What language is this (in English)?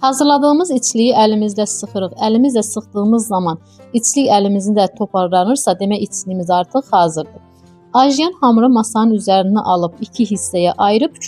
Azerbaijani